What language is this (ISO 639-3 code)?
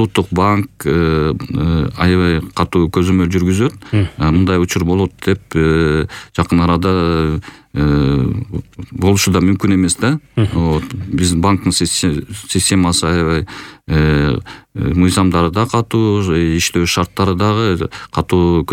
kir